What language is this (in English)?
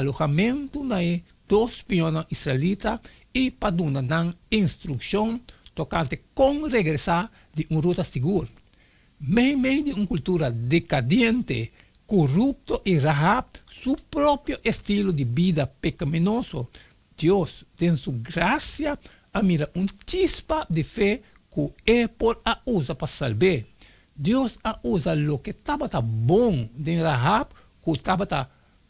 Papiamento